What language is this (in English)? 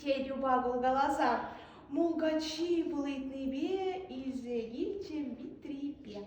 Chuvash